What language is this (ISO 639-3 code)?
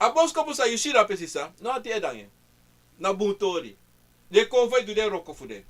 srn